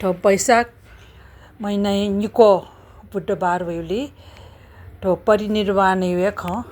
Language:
Newari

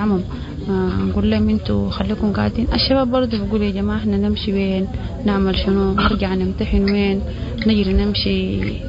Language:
Sudanese Arabic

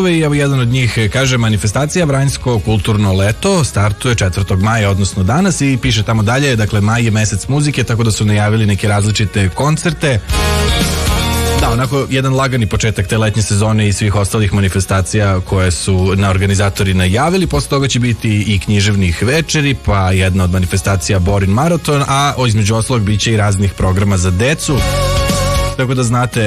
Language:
Serbian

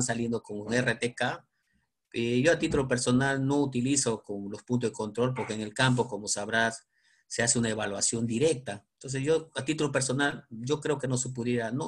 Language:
Spanish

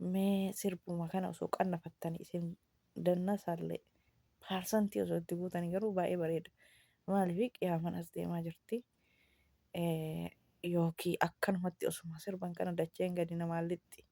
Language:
Oromo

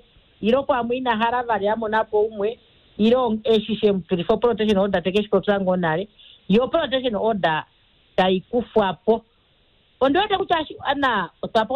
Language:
Kuanyama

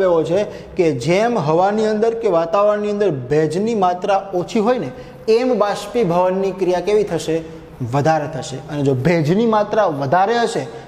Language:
Gujarati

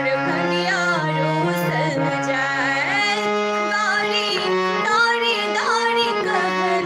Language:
Maithili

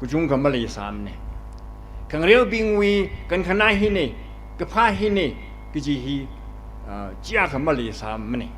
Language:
Tangkhul Naga (India)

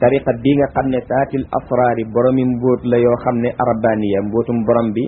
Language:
Wolof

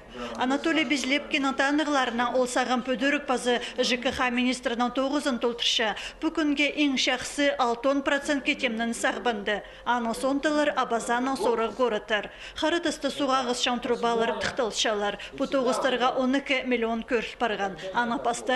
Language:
Khakas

